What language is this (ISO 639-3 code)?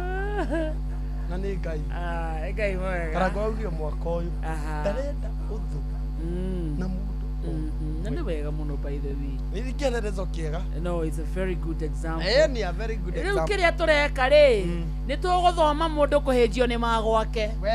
kik